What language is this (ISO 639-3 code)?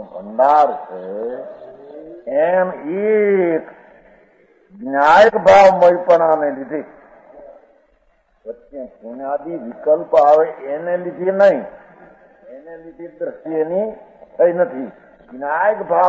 guj